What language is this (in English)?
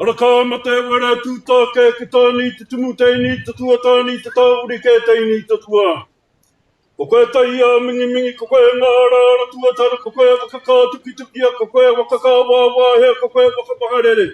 Māori